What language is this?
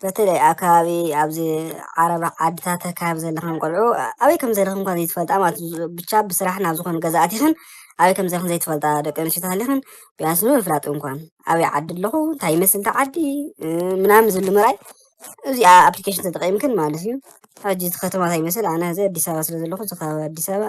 Tigrinya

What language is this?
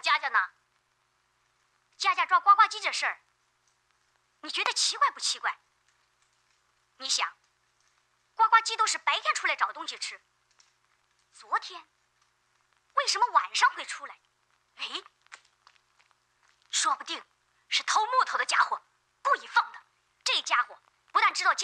Chinese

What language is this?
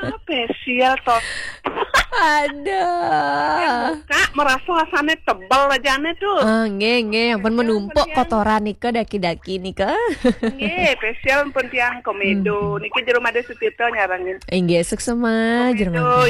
Balinese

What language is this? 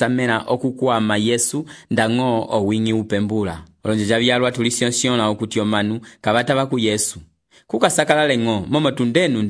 Umbundu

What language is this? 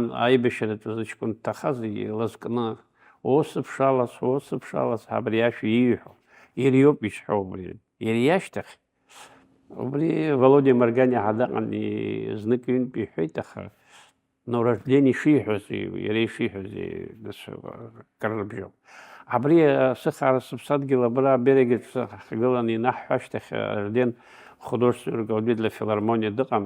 Abkhazian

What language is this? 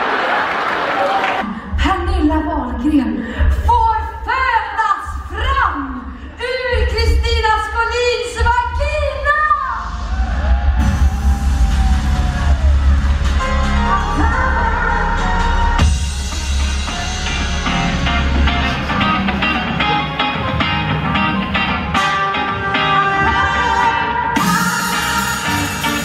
Swedish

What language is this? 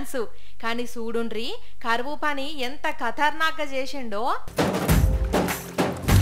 Telugu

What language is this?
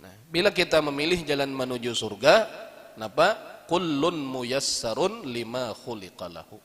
Banjar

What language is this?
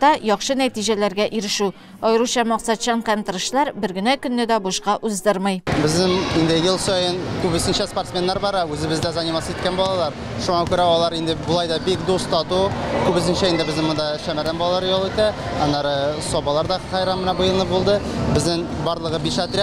Tatar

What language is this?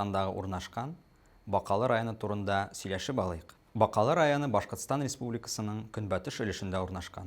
Tatar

